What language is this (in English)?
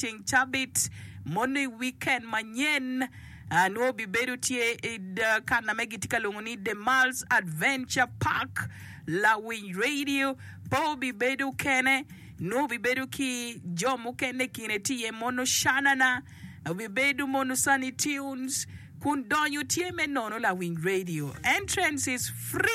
Acoli